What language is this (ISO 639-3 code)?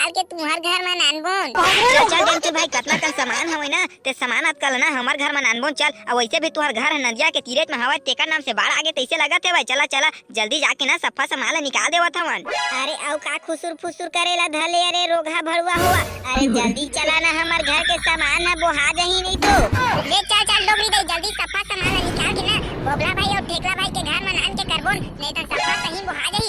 hne